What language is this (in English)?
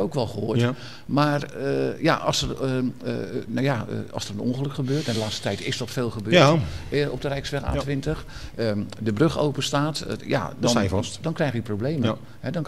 Dutch